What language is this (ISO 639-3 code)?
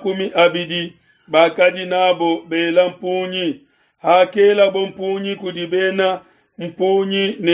lua